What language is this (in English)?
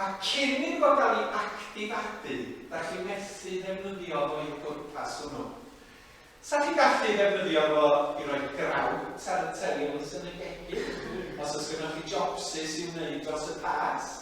Welsh